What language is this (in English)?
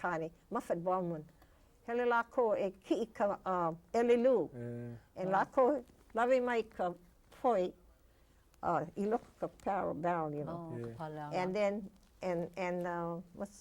Hawaiian